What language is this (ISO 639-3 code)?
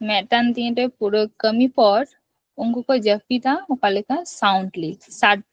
sat